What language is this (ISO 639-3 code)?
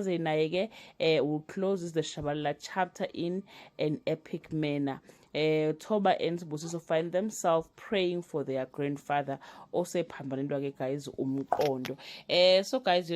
zul